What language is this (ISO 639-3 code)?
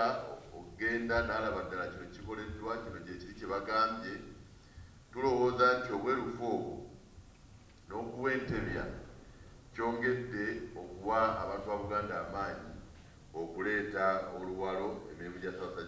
lug